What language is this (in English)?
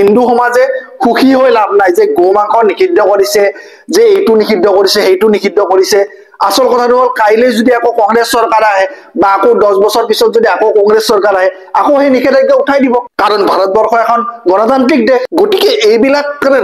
Assamese